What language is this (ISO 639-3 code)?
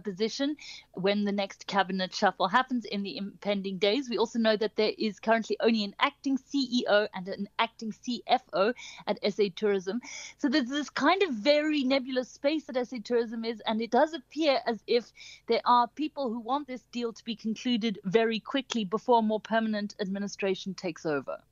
eng